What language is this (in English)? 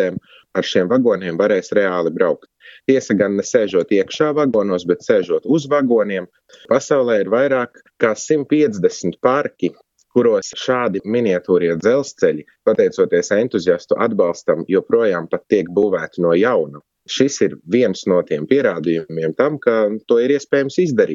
Latvian